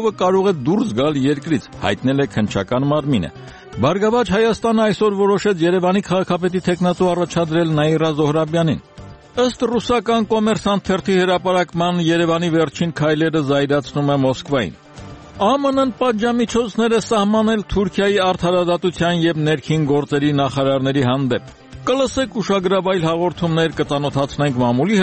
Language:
Armenian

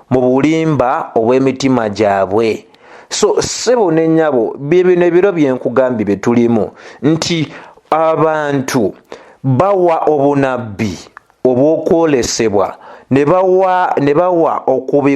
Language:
Ganda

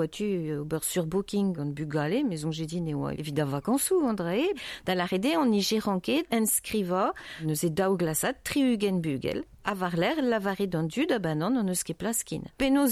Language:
Breton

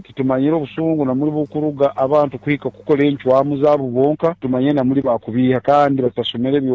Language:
Nyankole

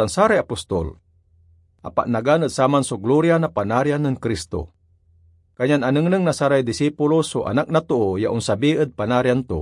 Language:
Pangasinan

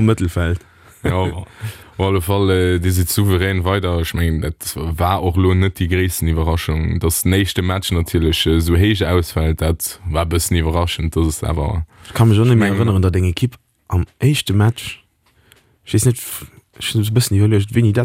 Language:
Luxembourgish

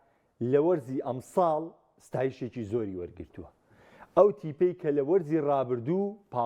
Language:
Central Kurdish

